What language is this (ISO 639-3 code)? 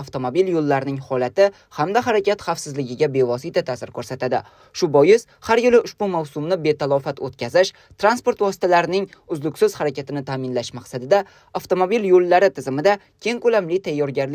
uzb